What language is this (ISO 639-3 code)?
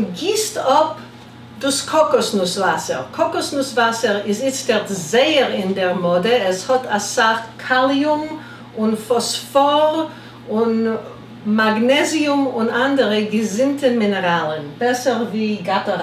yid